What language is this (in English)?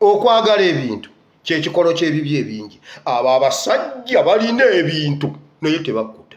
Ganda